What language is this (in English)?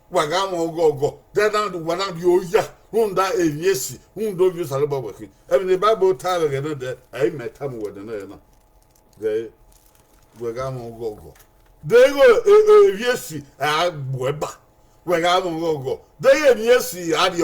Bini